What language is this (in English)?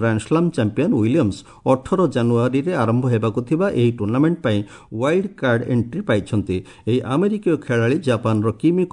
Odia